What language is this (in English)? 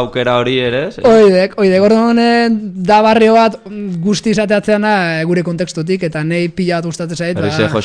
Basque